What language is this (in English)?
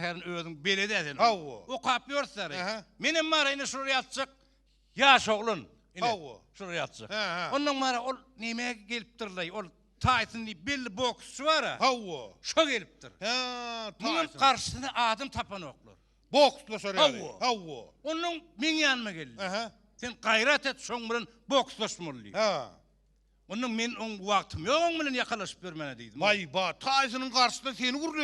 Turkmen